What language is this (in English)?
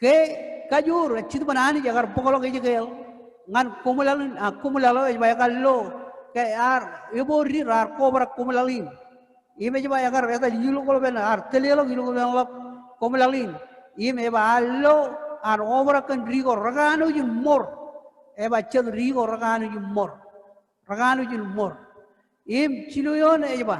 Marshallese